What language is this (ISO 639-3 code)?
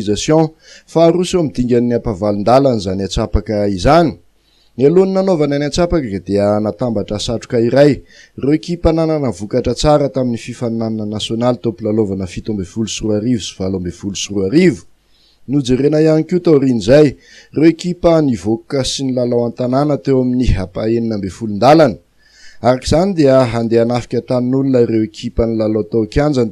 mlg